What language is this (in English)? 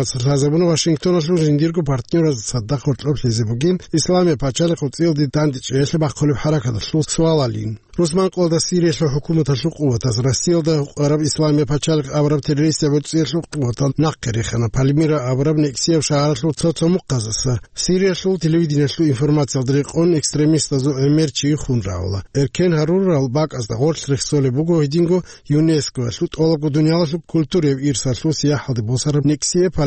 Avaric